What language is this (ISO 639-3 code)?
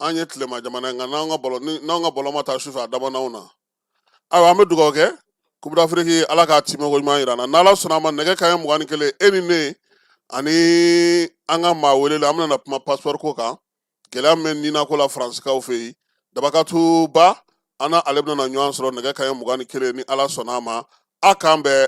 bam